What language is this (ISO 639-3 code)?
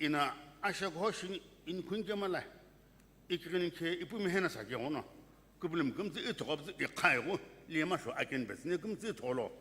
nsm